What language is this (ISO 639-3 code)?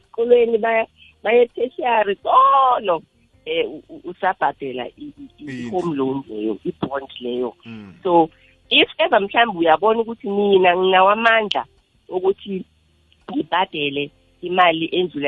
nbl